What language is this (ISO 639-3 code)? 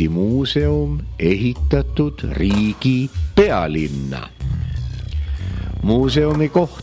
est